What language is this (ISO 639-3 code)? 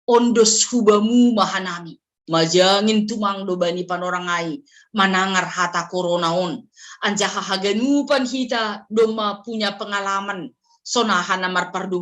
bts